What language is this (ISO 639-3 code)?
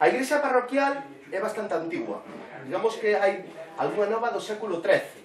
glg